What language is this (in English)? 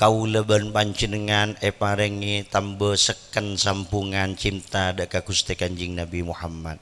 Madurese